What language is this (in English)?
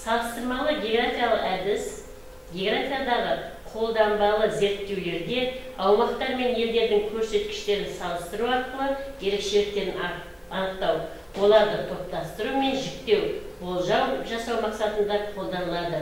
Kazakh